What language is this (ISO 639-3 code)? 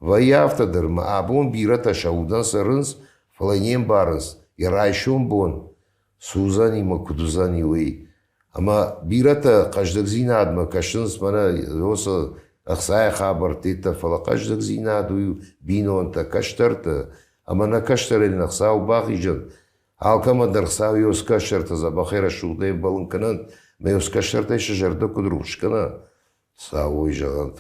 oss